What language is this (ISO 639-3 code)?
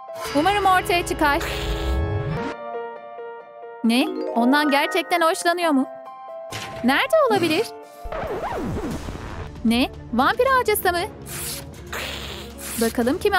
tur